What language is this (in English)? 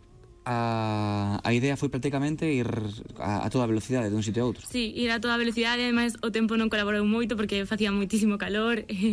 Galician